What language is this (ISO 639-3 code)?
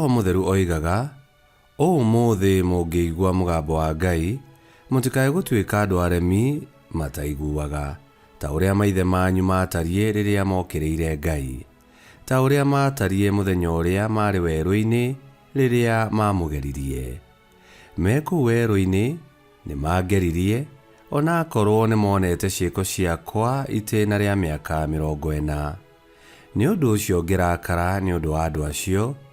kik